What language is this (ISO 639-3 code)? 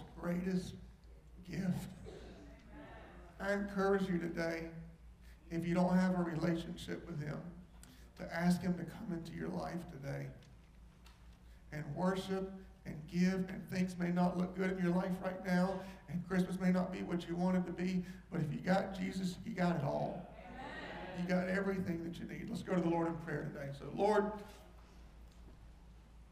eng